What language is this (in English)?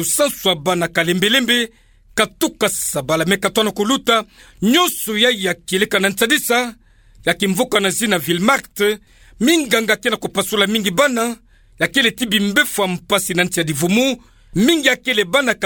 Kituba (Democratic Republic of Congo)